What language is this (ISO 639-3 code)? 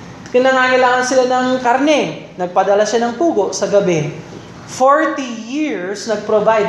fil